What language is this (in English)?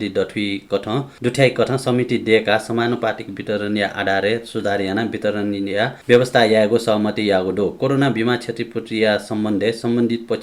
Newari